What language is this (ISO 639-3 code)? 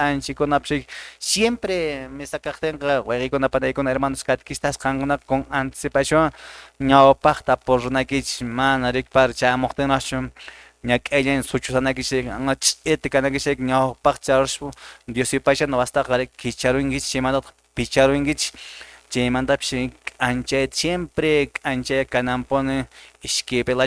que